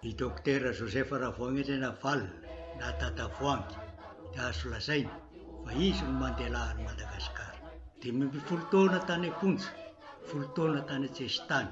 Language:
Malagasy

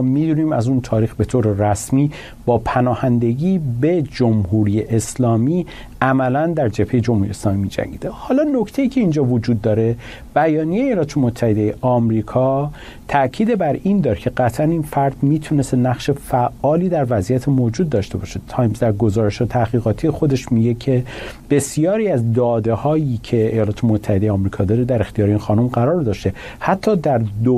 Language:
Persian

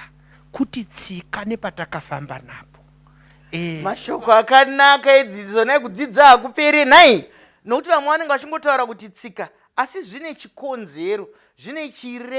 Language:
Shona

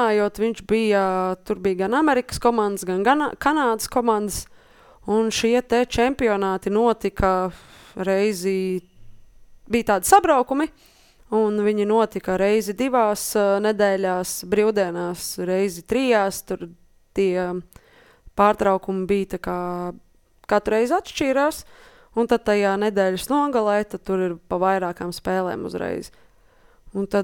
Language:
Latvian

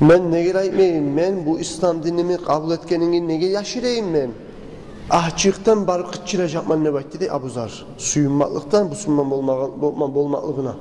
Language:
Kumyk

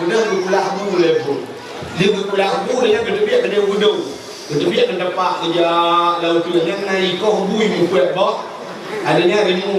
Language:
Achinese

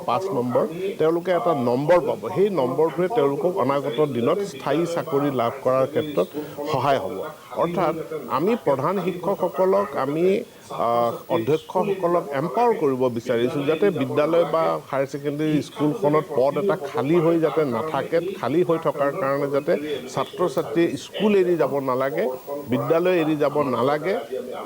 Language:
Assamese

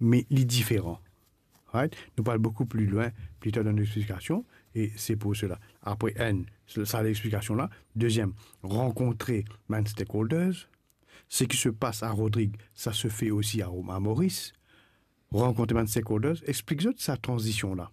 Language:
Morisyen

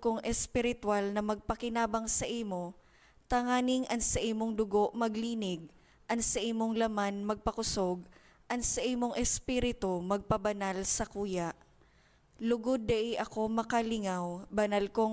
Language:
Bikol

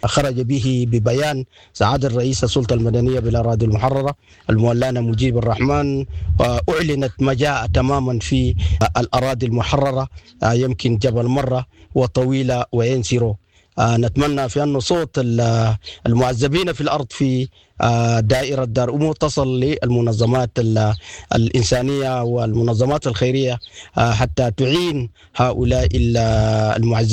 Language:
Sudanese Arabic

